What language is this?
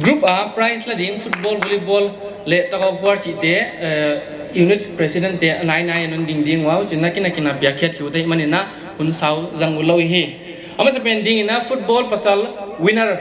Paite Chin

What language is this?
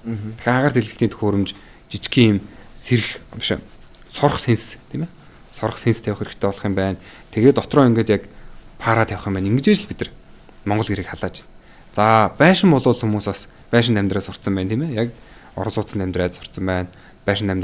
Mongolian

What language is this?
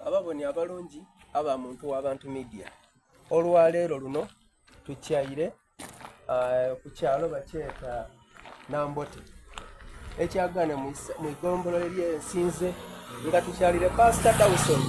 Soga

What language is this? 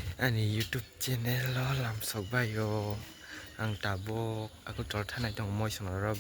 Kok Borok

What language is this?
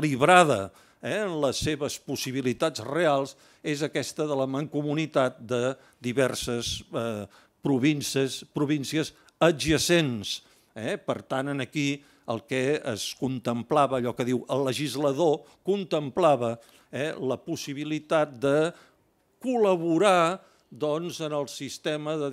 Catalan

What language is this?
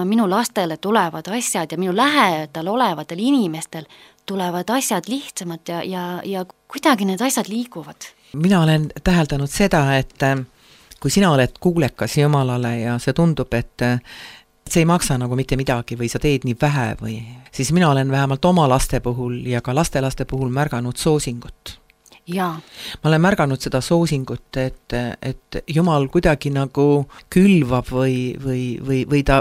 Estonian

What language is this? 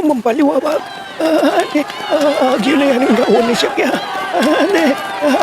Pangasinan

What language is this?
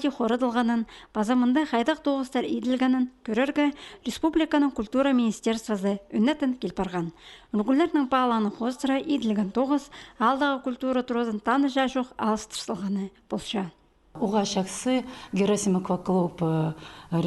Khakas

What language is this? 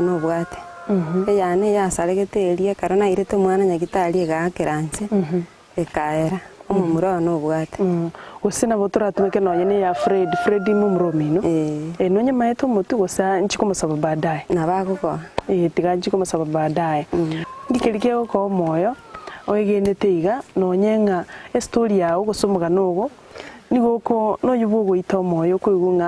Gusii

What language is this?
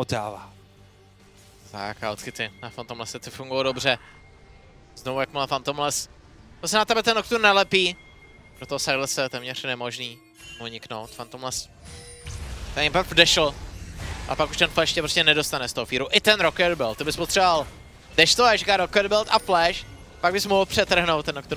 Czech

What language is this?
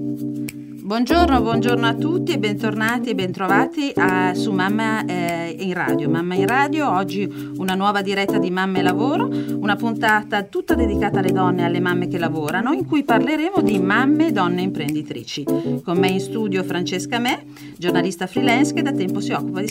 Italian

